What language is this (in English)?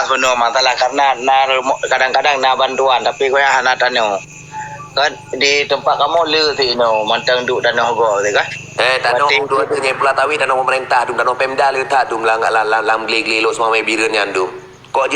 Achinese